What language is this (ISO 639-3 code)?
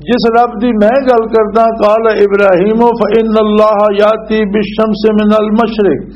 lah